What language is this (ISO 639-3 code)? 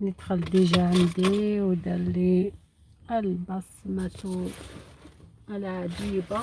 arq